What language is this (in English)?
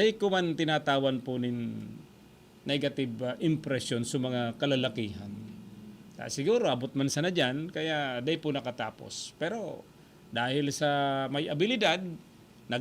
Bikol